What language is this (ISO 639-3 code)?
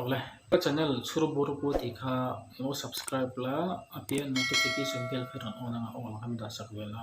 lus